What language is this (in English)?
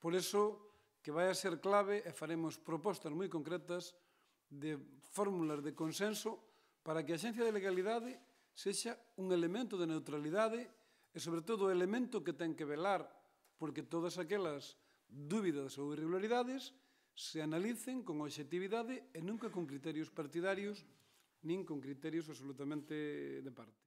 Galician